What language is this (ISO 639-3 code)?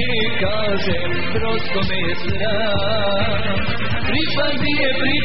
hrv